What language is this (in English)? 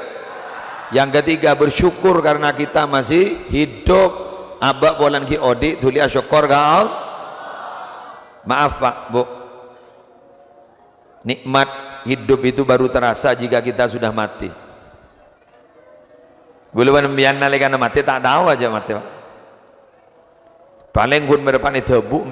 Madurese